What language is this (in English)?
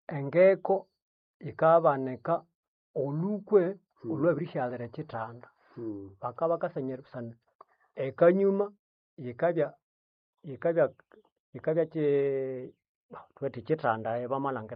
Nande